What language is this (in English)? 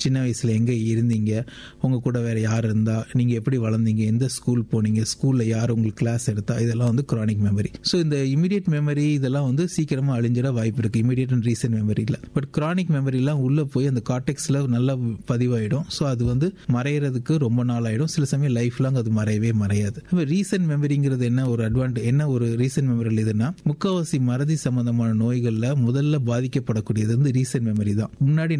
Tamil